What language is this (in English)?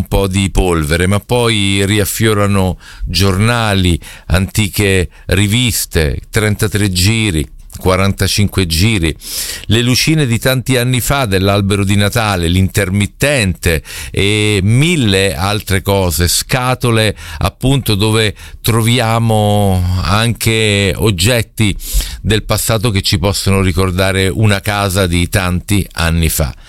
Italian